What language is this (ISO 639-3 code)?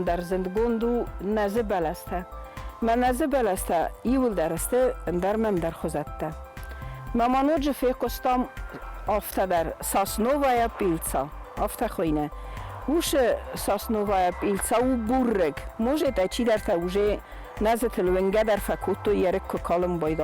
oss